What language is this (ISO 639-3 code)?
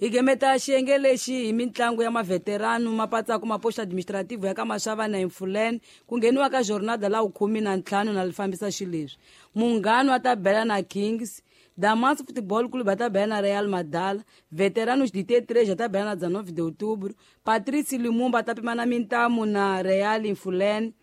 tso